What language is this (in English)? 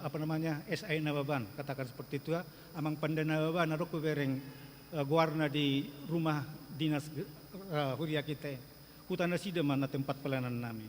Batak Toba